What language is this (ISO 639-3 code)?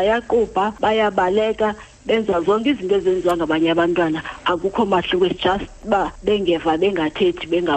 xho